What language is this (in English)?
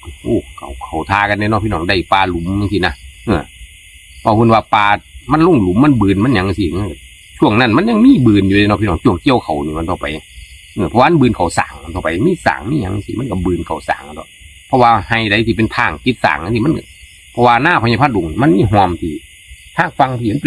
Northeastern Thai